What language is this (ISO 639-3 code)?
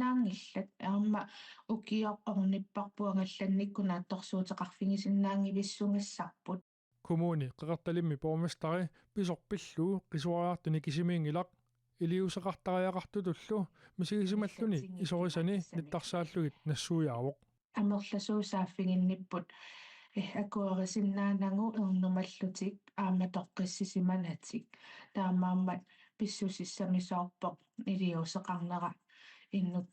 kal